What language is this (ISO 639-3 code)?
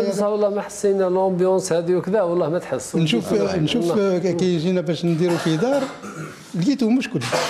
arq